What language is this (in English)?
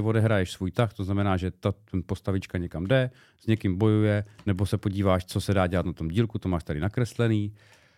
Czech